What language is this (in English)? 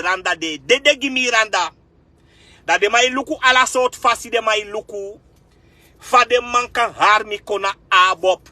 Sranan Tongo